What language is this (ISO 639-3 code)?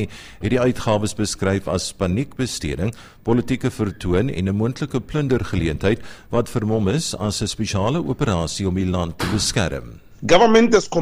afr